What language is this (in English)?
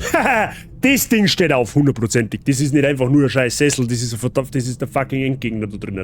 Bavarian